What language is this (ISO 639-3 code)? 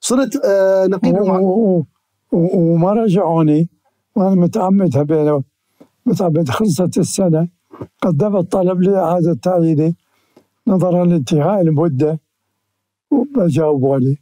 acm